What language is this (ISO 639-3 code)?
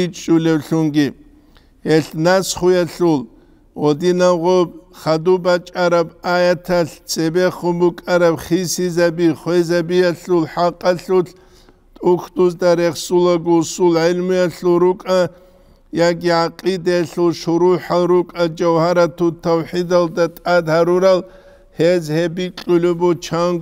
ava